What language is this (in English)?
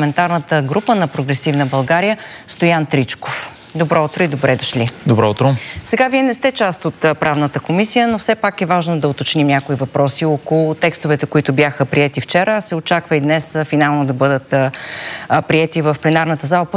Bulgarian